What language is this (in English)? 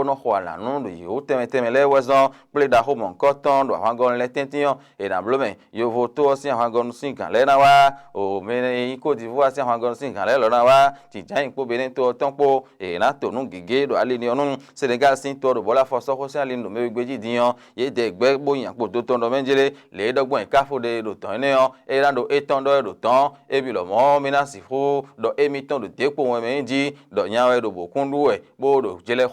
Fon